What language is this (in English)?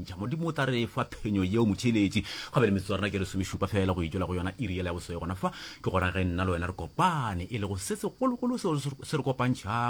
Northern Sotho